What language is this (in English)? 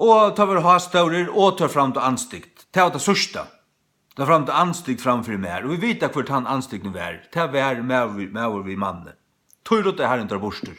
Faroese